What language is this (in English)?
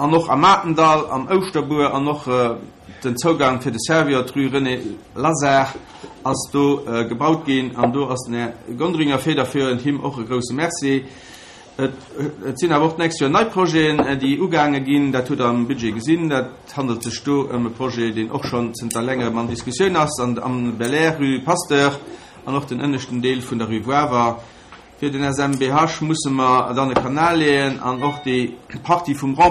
Luxembourgish